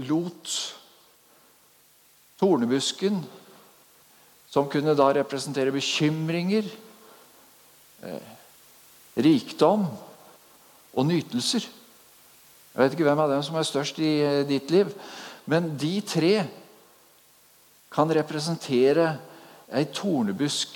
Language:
Norwegian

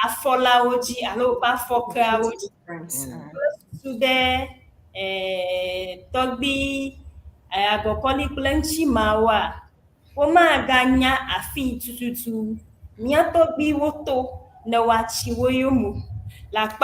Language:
Ewe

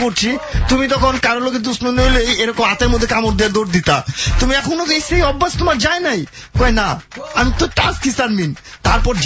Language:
Bangla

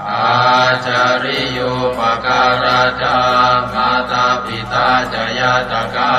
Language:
Pali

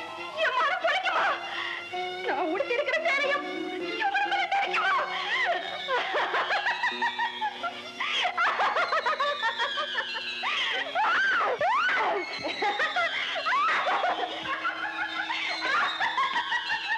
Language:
Tamil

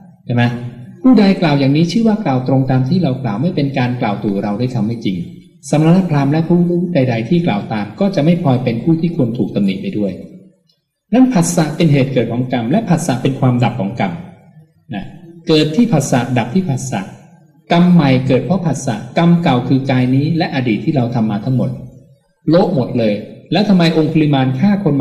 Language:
Thai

